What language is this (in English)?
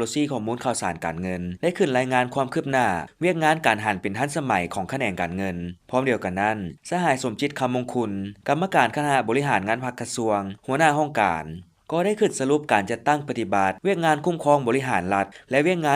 Lao